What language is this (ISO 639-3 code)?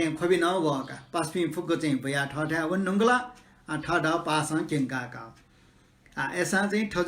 new